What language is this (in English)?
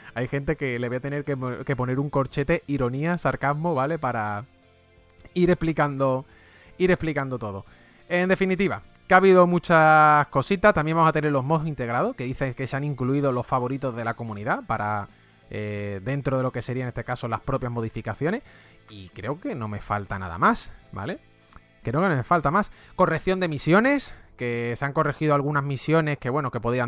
Spanish